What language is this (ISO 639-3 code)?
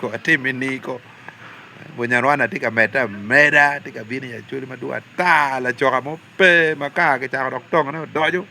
ach